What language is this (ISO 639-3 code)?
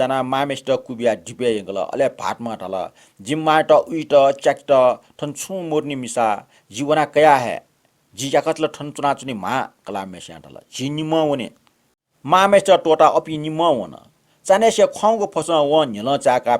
new